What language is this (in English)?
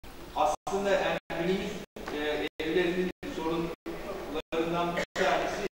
Turkish